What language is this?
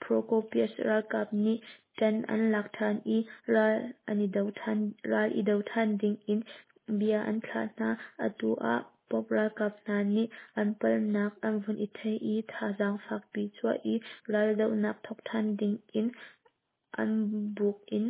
Hakha Chin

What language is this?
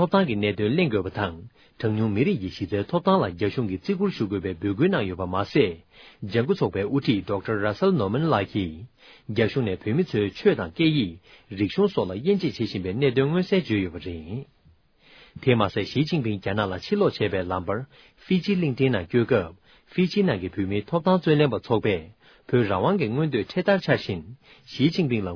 Tibetan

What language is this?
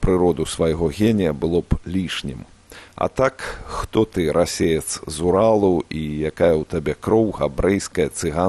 Belarusian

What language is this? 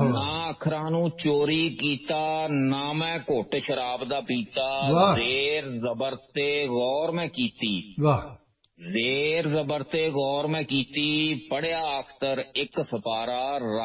Punjabi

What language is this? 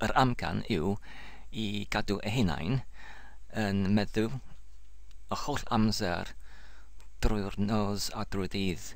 Welsh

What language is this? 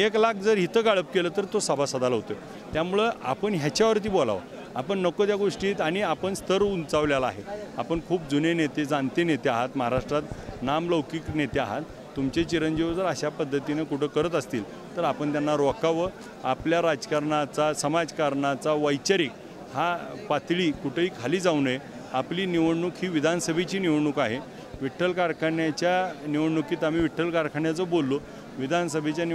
Marathi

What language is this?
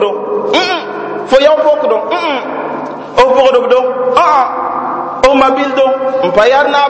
Mossi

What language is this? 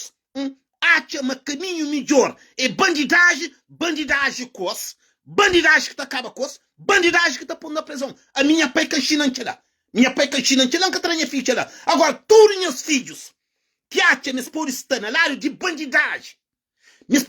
Kabuverdianu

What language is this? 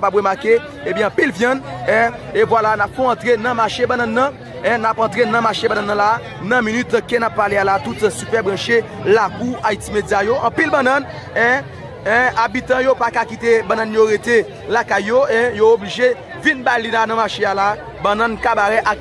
Haitian Creole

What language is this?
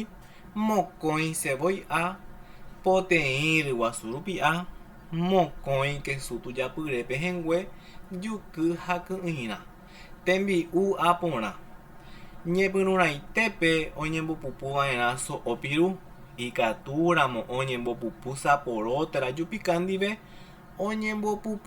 Guarani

